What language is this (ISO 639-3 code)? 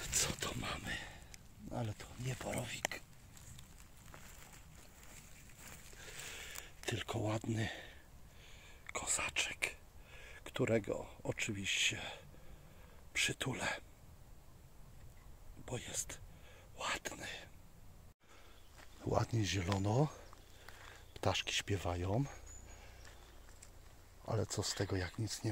pol